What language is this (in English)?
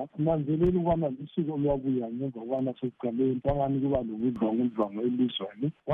North Ndebele